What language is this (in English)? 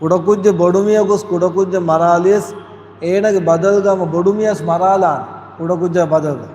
Divehi